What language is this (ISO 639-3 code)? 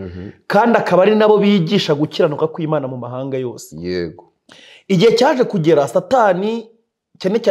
kin